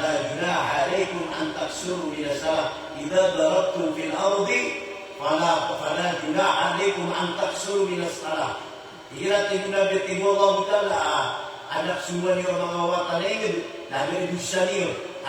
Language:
Maranao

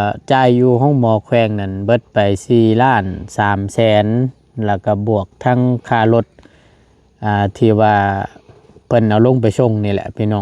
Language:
Northeastern Thai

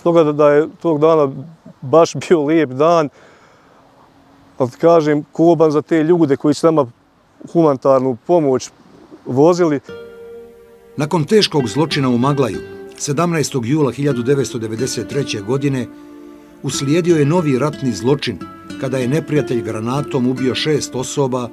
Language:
Bosnian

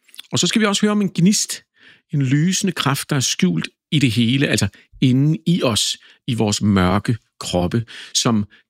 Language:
Danish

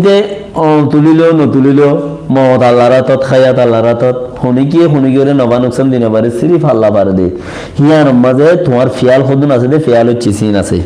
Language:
Rohingya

